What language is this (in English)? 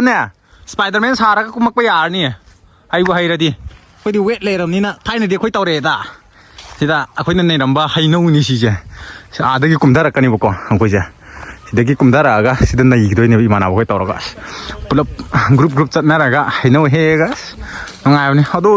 Manipuri